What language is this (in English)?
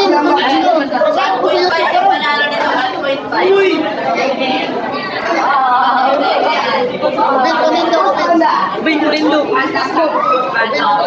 Filipino